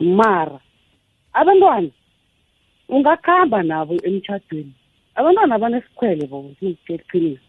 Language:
South Ndebele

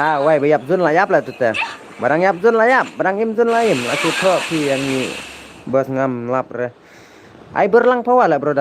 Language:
Khasi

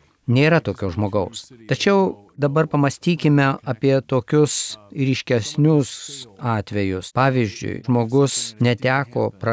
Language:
Lithuanian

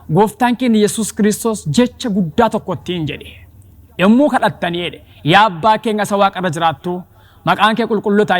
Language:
Oromo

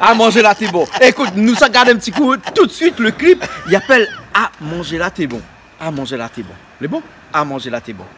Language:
Réunion Creole French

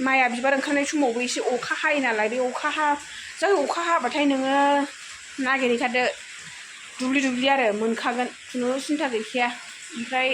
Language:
Bodo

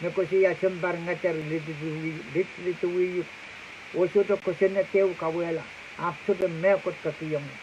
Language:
Pohnpeian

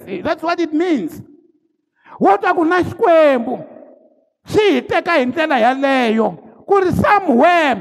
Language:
Tsonga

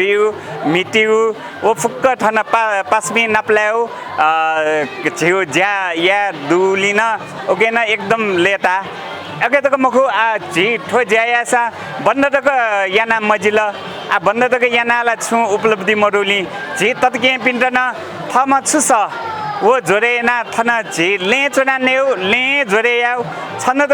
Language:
Newari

